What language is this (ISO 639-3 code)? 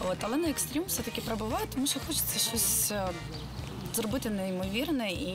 ukr